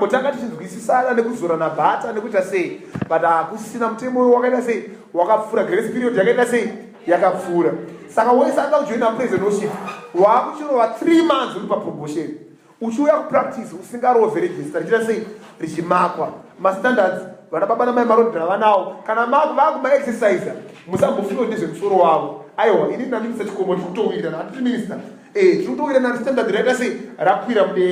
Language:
Shona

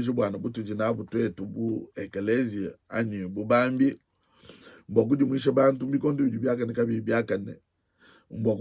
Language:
Luba-Lulua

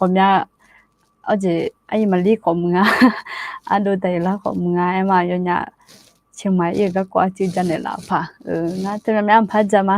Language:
Akha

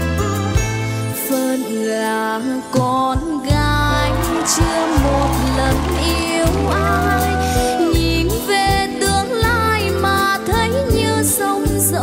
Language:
Vietnamese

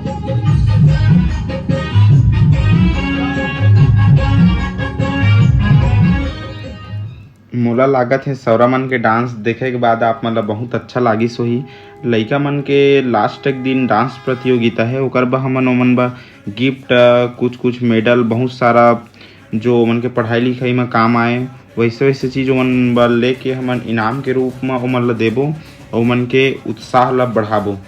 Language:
Chhattisgarhi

